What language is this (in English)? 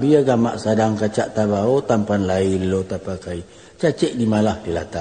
Minangkabau